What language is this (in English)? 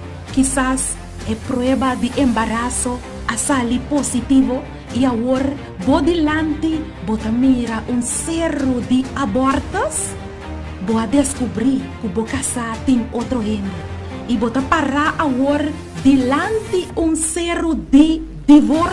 Papiamento